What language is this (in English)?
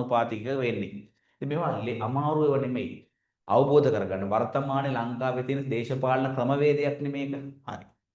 Sinhala